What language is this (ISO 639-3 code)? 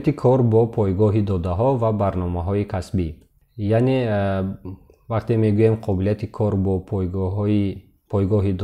tgk